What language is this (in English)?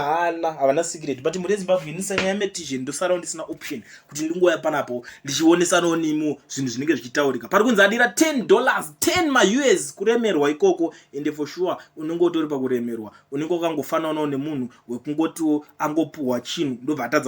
Shona